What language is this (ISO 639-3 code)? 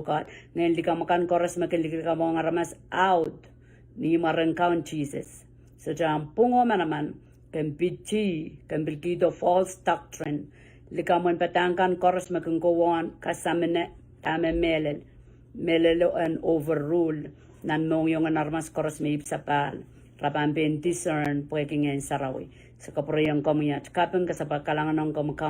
pon